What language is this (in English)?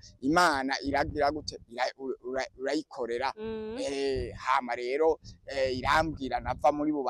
Rundi